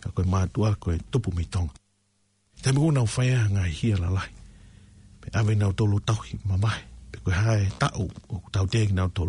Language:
Tongan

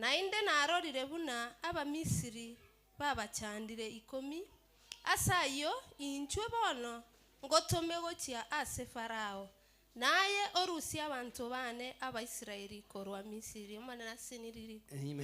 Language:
Gusii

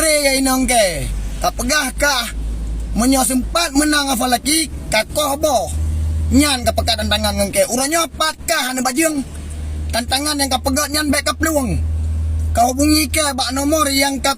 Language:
Achinese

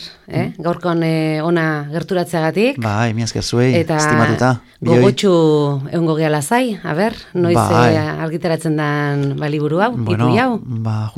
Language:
Basque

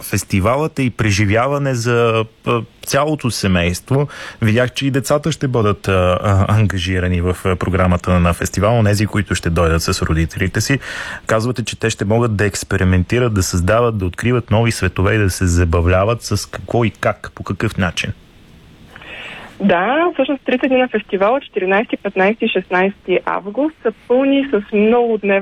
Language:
Bulgarian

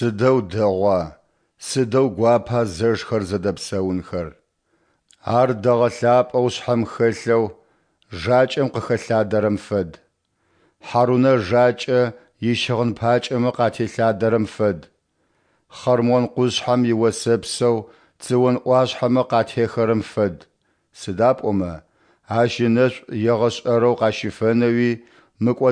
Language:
Adyghe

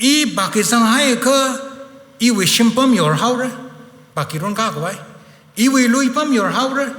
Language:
Tangkhul Naga (India)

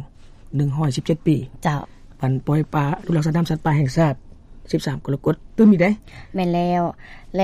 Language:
Lao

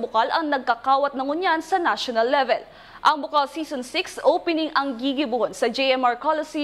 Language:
Bikol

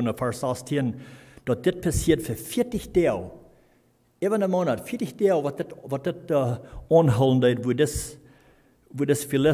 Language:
Plautdietsch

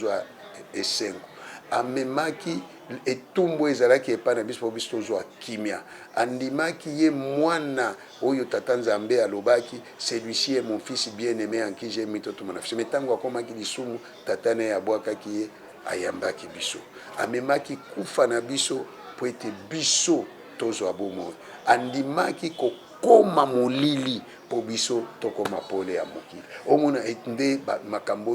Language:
Lingala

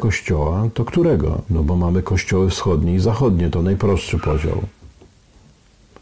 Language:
Polish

